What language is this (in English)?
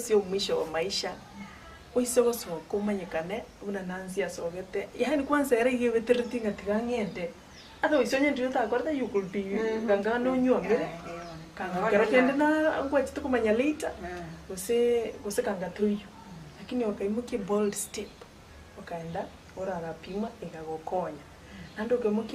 Gusii